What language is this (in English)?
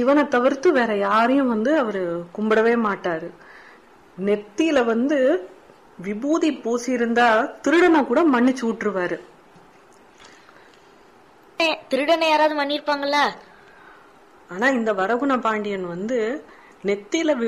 Tamil